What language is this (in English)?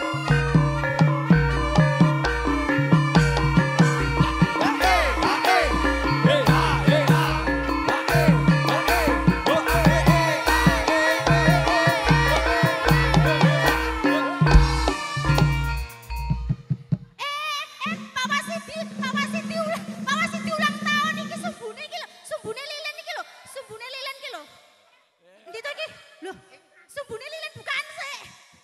Javanese